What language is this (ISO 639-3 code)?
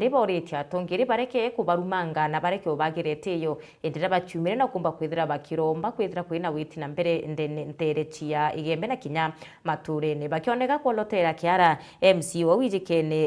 mer